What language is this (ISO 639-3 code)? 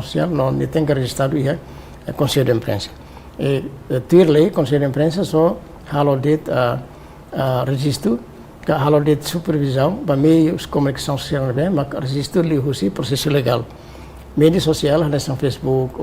tet